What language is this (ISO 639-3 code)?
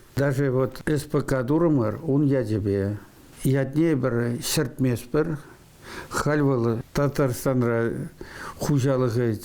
chv